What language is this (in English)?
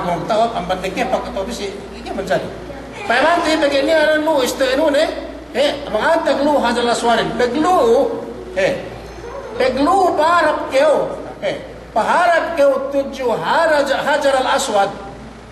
Yakan